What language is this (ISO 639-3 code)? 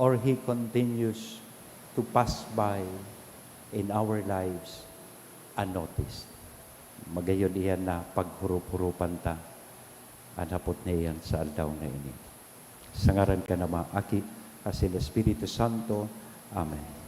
bik